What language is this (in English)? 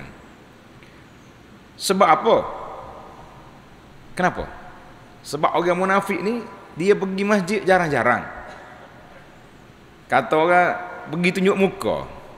Malay